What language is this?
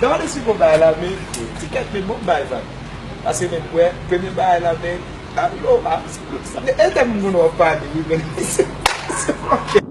Haitian Creole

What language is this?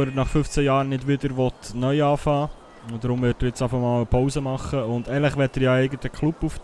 Swiss German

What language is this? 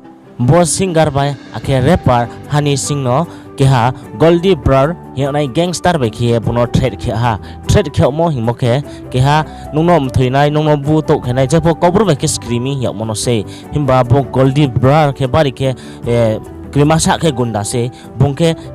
Riang (India)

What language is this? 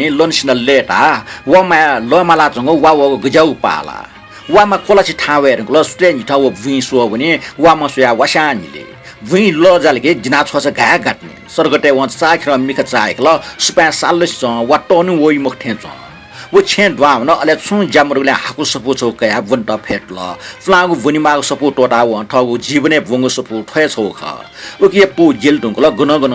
Newari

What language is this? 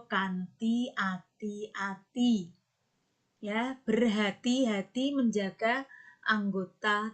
Javanese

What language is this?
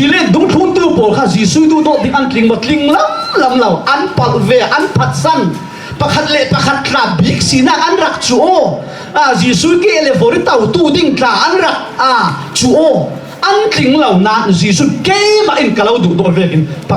Falam Chin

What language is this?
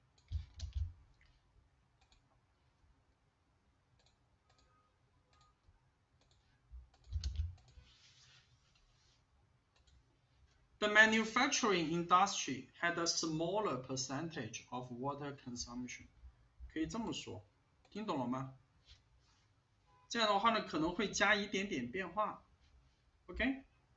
Chinese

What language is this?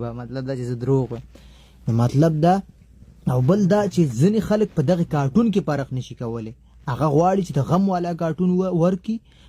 Pashto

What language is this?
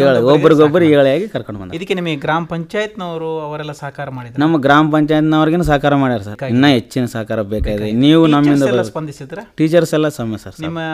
Kannada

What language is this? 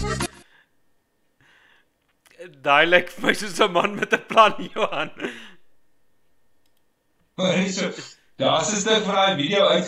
Afrikaans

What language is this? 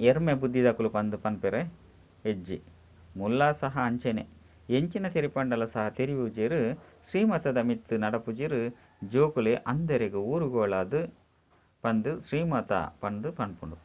Tulu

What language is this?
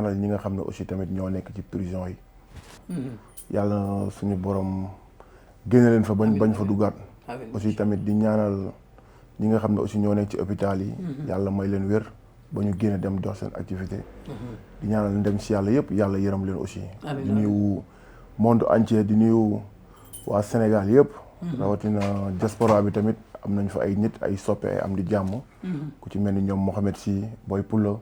Wolof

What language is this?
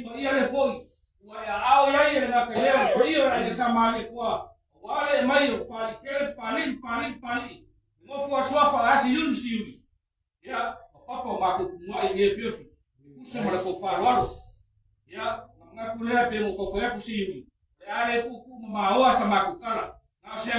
Samoan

